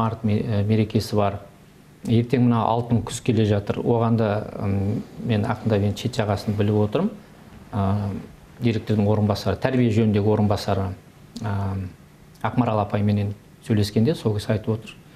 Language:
Kazakh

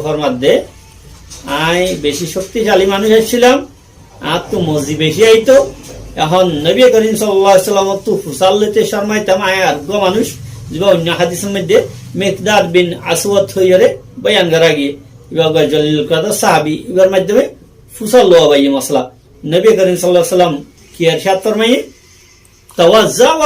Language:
Rohingya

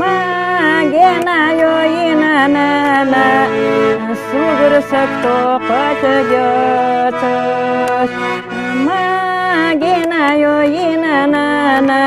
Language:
Ingush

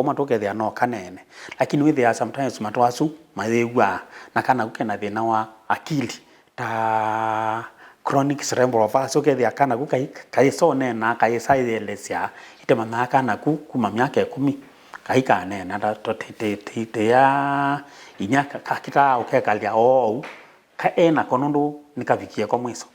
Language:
Kamba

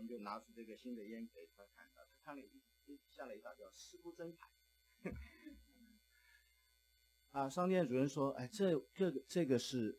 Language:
Chinese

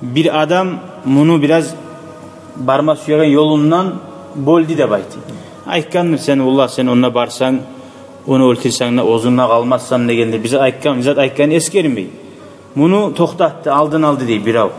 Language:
Kumyk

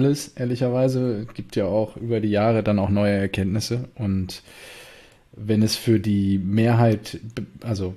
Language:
German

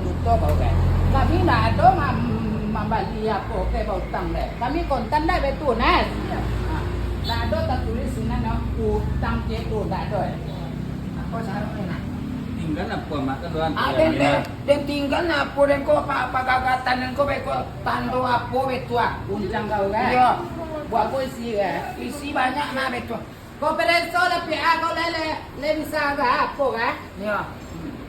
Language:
Minangkabau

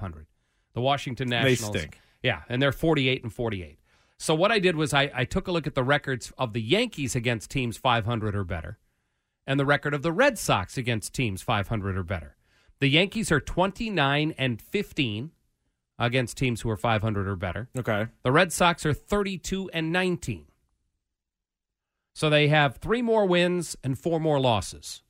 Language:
English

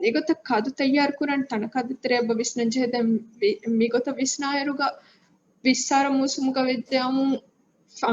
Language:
Divehi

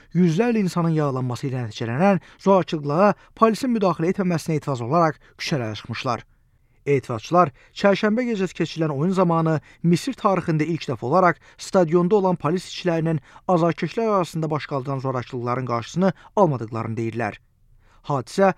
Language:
Azerbaijani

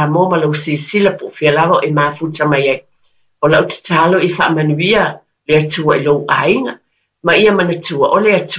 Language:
Samoan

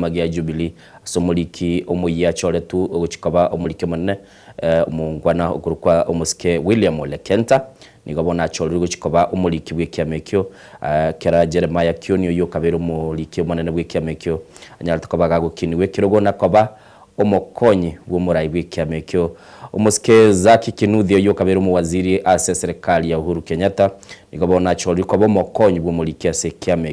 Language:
Gusii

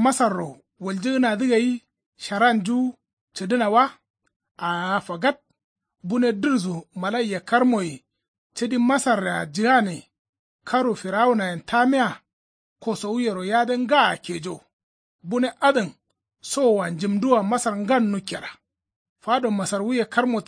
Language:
Kanuri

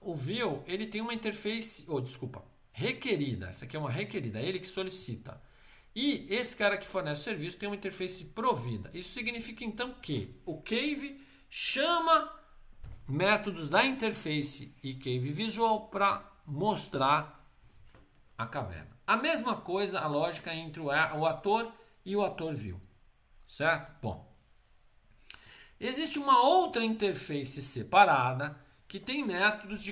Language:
Portuguese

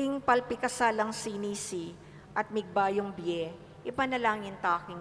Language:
Pampanga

